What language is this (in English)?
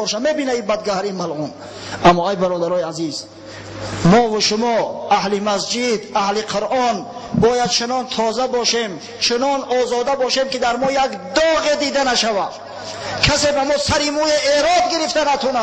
Tajik